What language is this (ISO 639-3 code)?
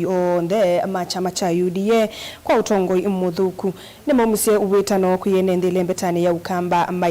kam